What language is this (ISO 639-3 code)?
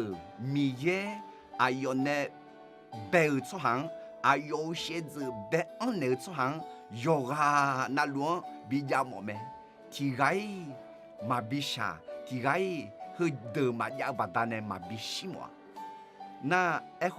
ahk